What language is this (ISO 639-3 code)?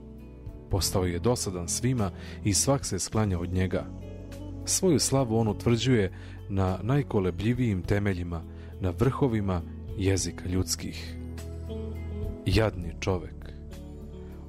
srp